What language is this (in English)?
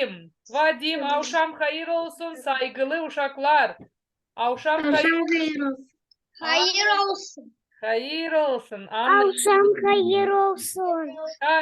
Gagauz